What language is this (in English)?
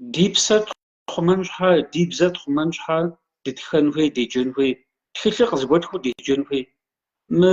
Kabardian